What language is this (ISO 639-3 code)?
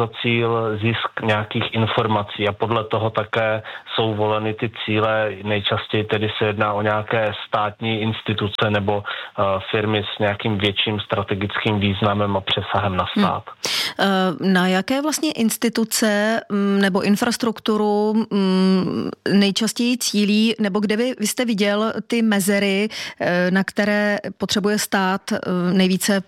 ces